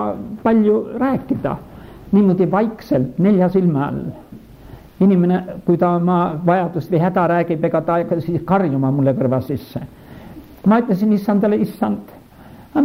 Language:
Estonian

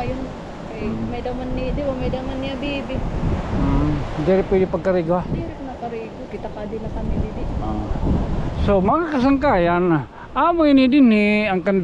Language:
Waray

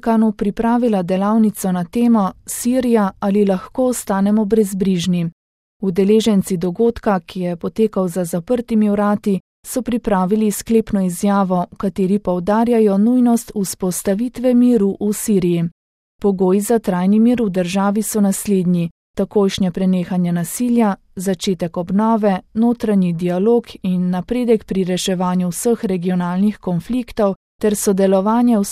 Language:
Slovenian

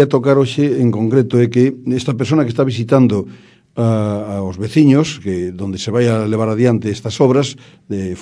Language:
Galician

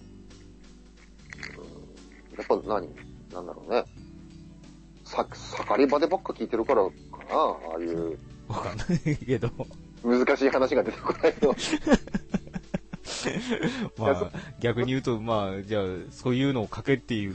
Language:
Japanese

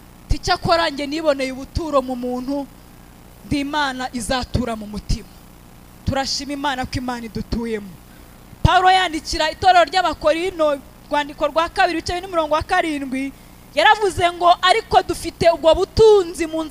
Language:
Kinyarwanda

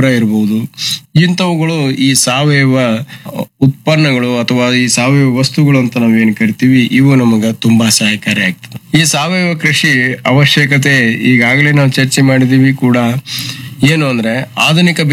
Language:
Kannada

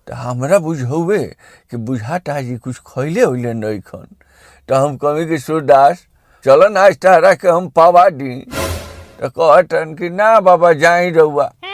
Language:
Bhojpuri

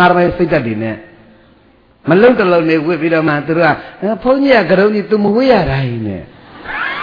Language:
Burmese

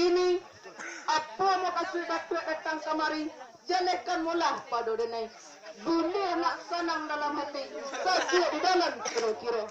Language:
Minangkabau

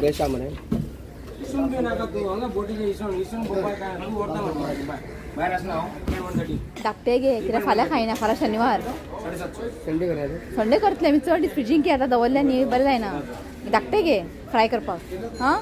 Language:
Konkani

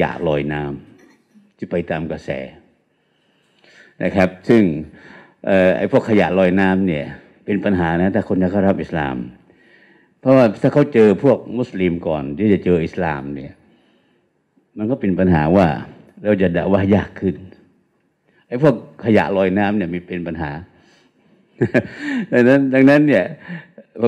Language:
Thai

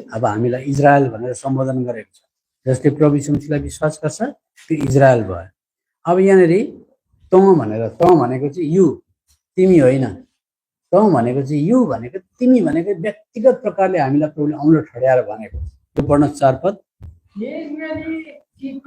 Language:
Nepali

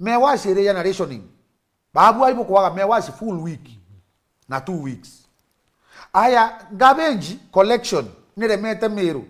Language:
Meru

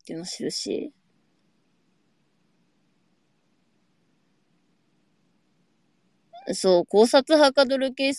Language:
Japanese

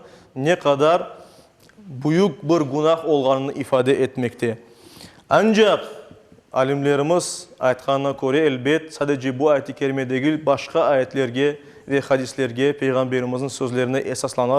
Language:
Crimean Tatar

